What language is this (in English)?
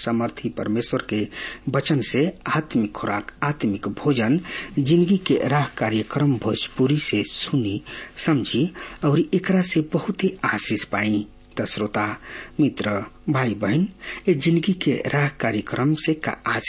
Bhojpuri